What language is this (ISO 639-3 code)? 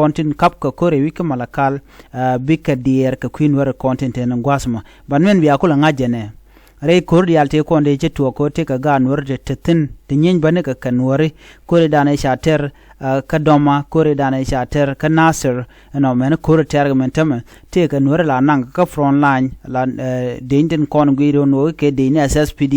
nus